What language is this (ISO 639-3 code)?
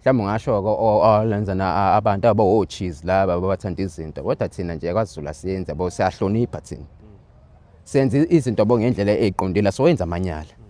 zul